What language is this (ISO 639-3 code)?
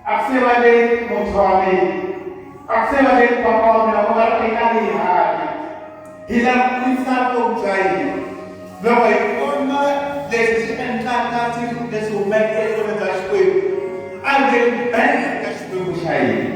tso